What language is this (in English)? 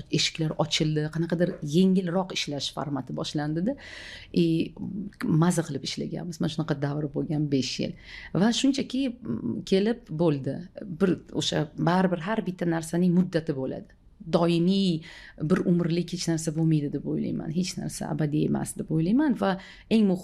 Uzbek